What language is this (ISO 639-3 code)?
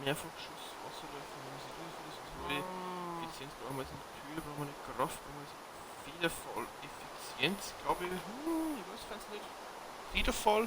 bar